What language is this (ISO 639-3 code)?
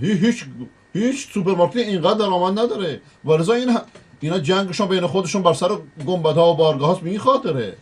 fas